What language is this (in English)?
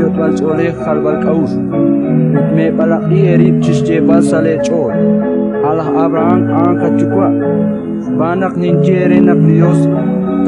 Kekchí